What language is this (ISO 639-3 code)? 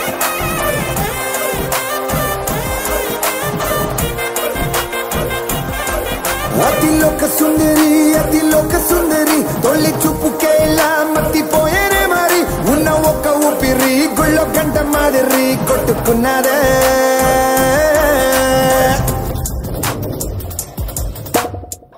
tel